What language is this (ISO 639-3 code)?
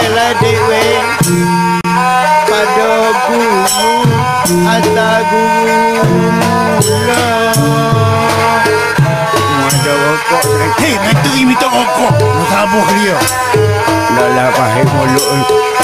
msa